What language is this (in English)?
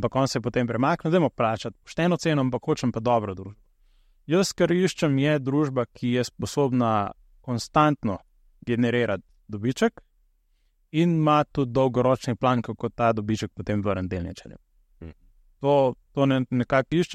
Slovenian